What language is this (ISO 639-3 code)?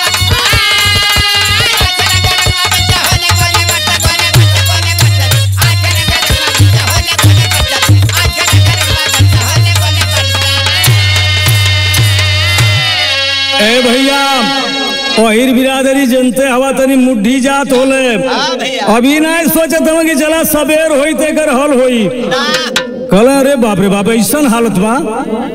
bho